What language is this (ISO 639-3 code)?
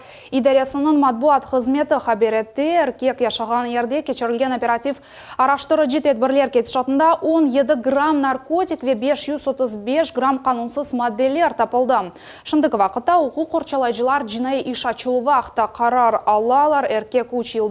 crh